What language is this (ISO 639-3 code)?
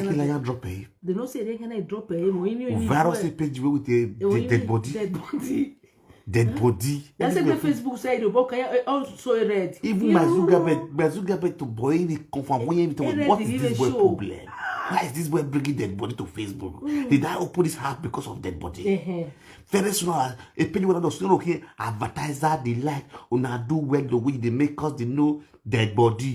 pcm